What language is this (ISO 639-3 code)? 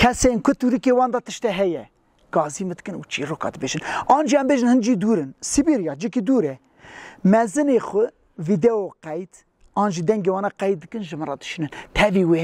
kur